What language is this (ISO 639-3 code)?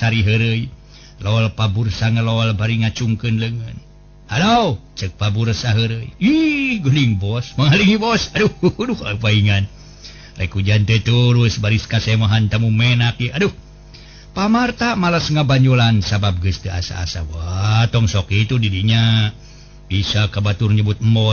sun